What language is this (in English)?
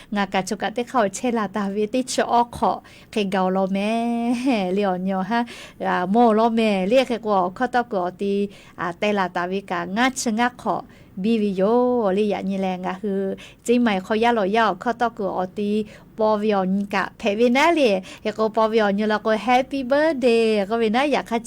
Lahu